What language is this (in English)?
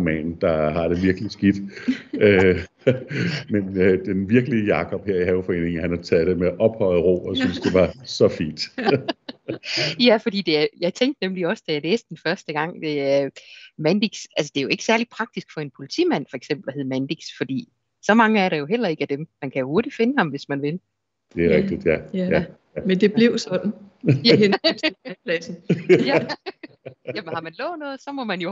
Danish